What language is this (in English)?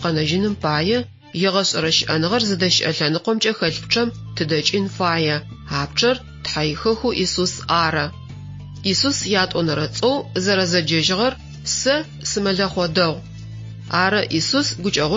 Adyghe